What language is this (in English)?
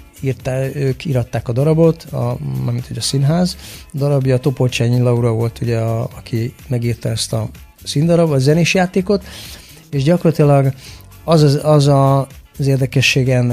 Hungarian